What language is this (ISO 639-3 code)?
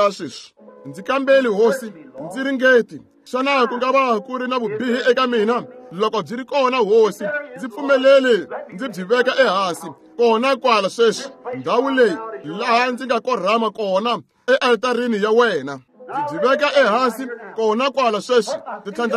tso